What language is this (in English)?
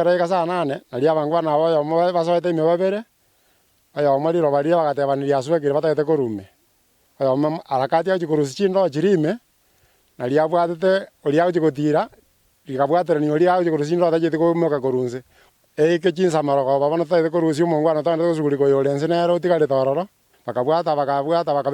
Gusii